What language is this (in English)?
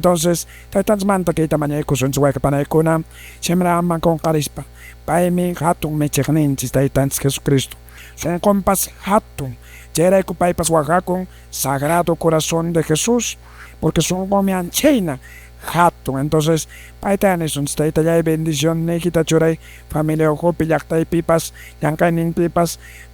Quechua